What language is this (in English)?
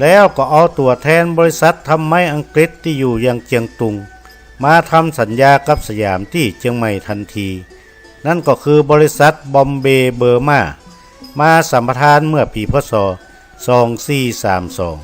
Northern Thai